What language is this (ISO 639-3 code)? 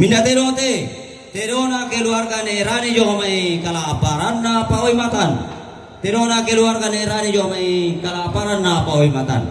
sda